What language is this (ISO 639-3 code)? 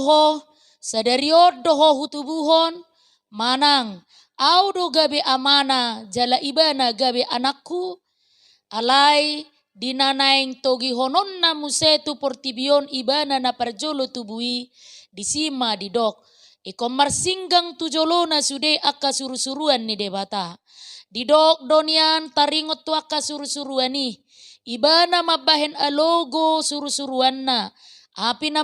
bbc